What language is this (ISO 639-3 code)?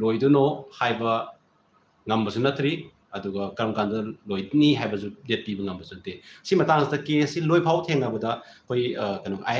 mni